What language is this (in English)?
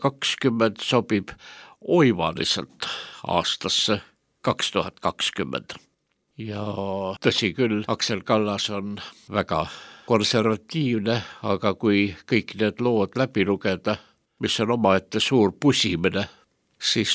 Estonian